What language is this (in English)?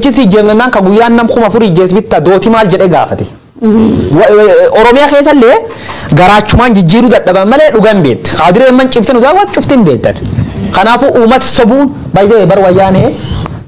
Oromo